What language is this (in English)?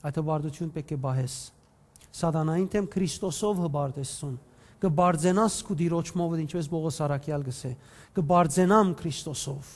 Western Armenian